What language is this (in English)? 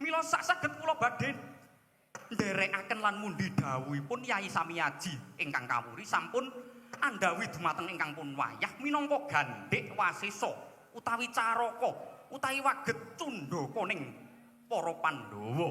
Javanese